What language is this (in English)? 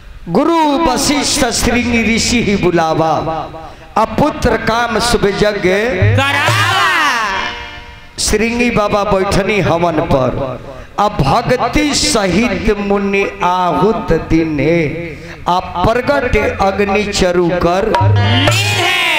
Bhojpuri